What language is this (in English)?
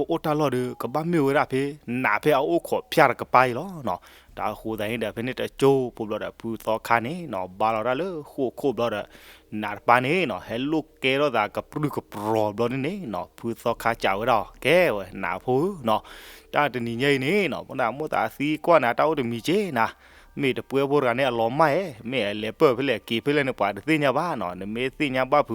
S'gaw Karen